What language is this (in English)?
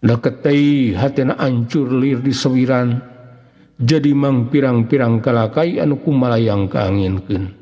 Sundanese